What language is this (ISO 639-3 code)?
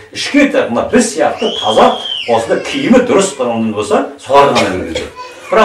kaz